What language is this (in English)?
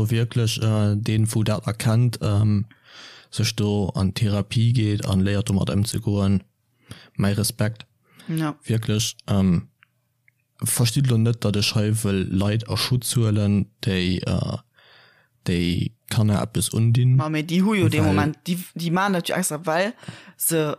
Luxembourgish